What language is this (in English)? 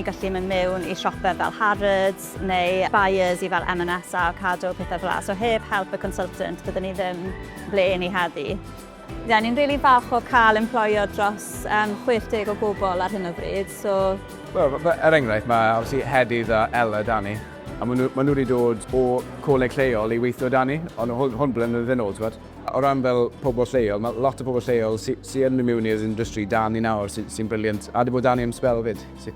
Welsh